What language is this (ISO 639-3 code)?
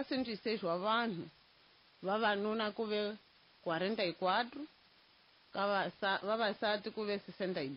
tso